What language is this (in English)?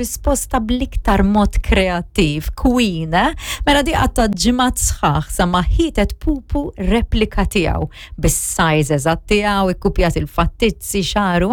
Maltese